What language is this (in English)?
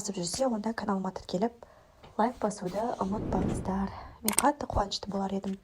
Kazakh